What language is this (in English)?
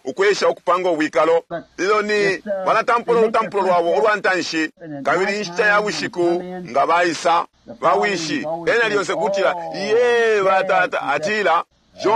Bemba